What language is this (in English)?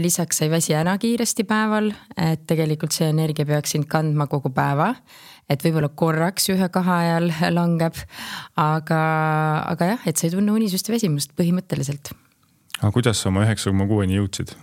Estonian